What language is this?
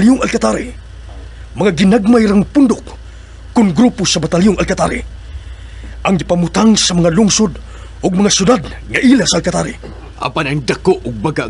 Cebuano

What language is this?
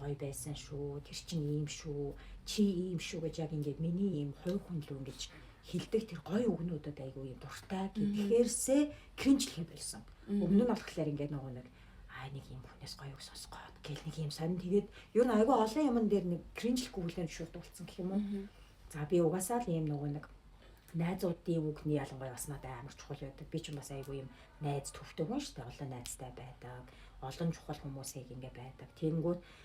Mongolian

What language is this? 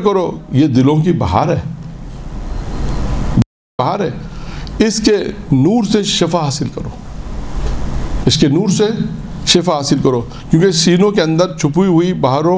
Urdu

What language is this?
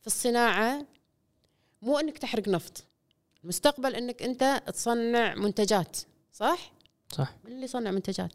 Gulf Arabic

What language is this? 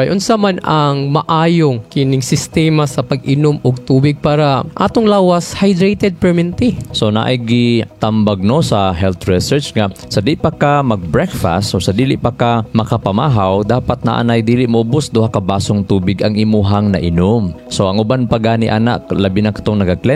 Cebuano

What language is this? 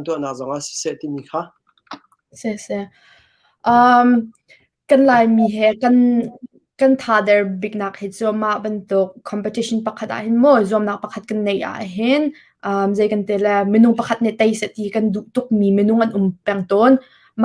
Hakha Chin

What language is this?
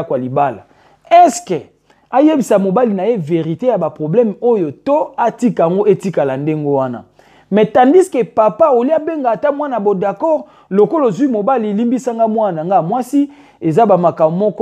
Lingala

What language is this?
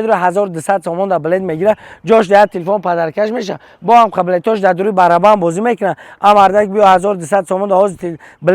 Tajik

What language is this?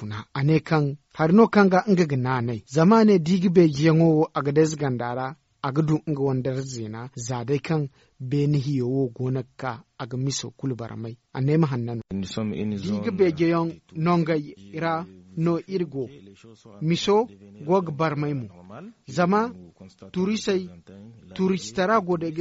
Zarma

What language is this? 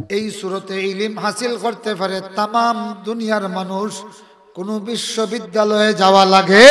Sylheti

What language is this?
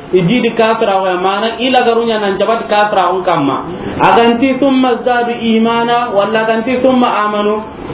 Soninke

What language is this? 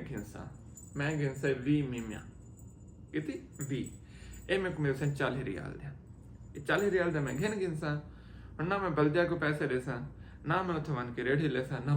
Saraiki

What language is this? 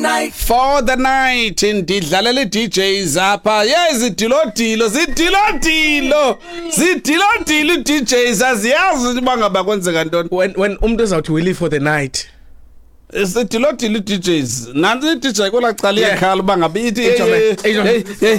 Xhosa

